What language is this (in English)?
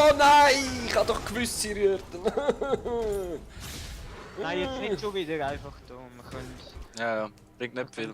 Swiss German